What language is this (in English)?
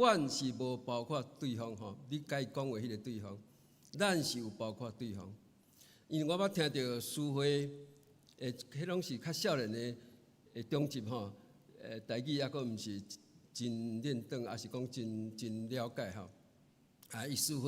Min Nan Chinese